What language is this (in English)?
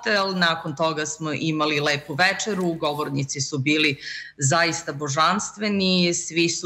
Serbian